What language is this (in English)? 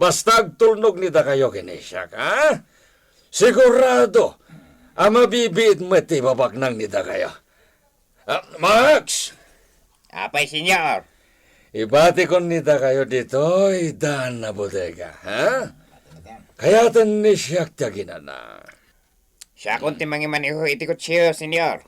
Iloko